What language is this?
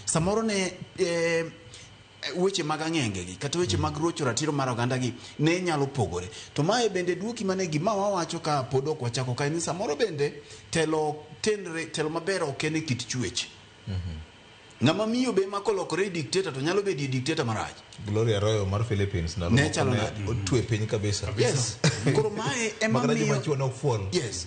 Luo (Kenya and Tanzania)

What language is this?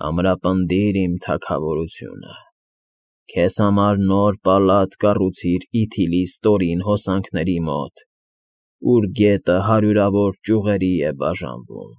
Armenian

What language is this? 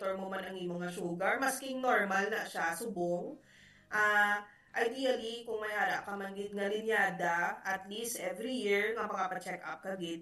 Hiligaynon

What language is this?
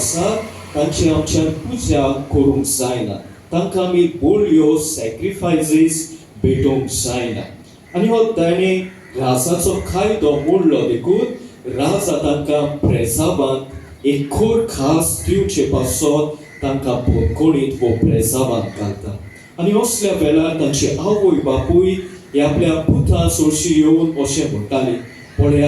Konkani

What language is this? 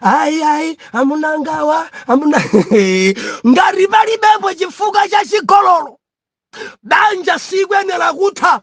Nyanja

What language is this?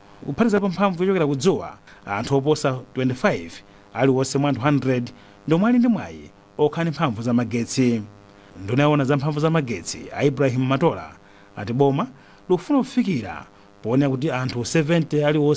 Nyanja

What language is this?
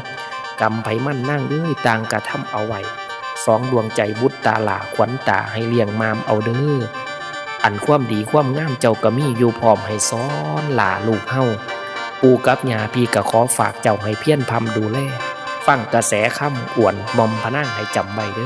Northeastern Thai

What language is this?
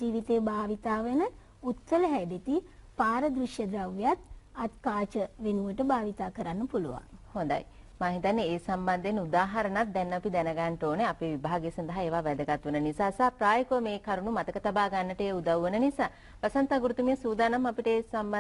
Sinhala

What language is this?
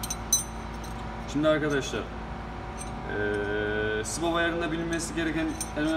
Turkish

